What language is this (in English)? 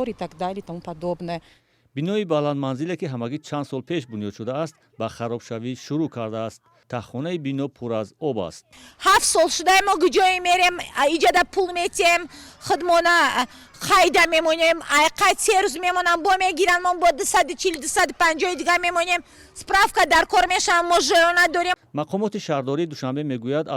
Tajik